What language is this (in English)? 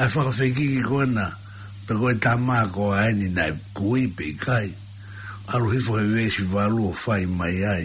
Tongan